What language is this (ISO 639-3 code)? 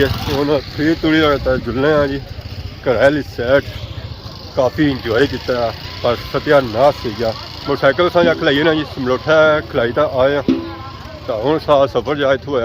phr